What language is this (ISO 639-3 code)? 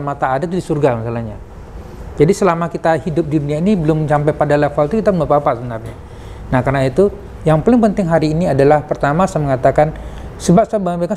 ind